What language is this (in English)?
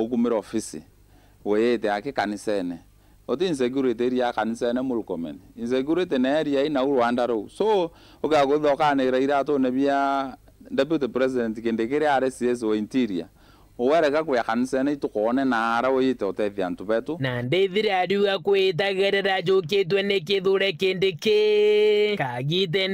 Meru